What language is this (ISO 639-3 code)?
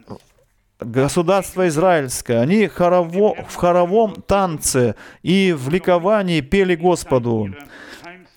rus